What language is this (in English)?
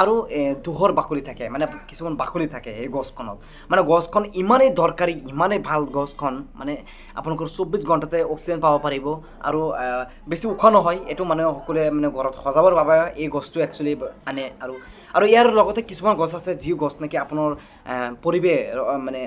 Assamese